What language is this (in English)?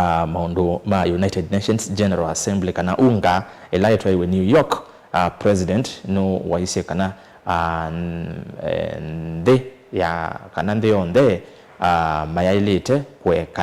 Kamba